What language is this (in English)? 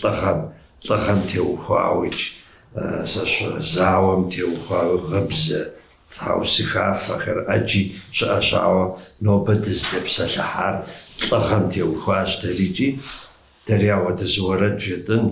Kabardian